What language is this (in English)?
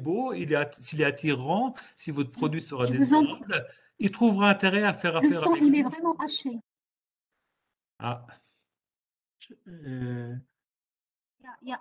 French